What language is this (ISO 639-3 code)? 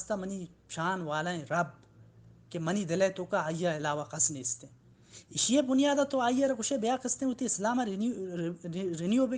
bal